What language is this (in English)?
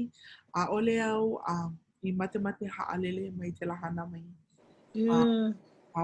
Hawaiian